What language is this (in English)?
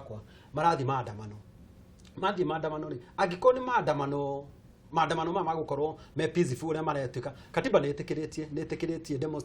Kikuyu